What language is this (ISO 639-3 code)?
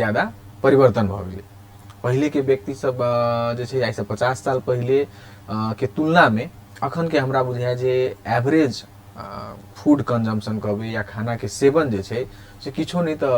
mai